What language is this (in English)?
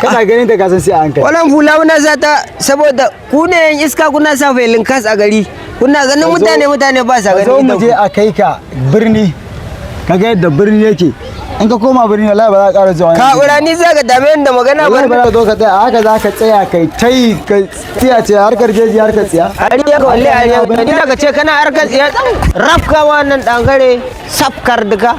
Hausa